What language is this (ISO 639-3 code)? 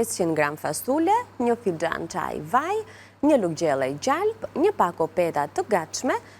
sqi